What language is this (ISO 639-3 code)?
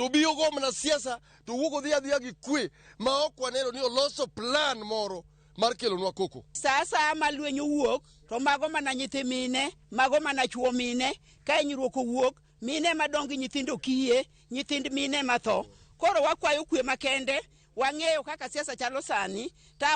luo